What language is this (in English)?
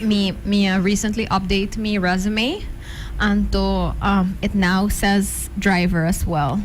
Papiamento